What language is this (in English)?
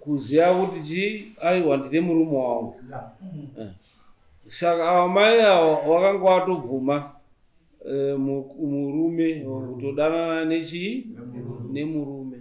Shona